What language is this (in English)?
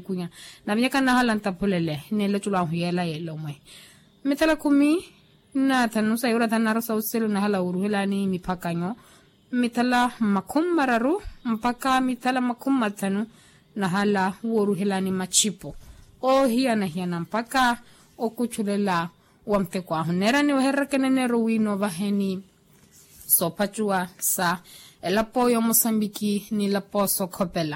Makhuwa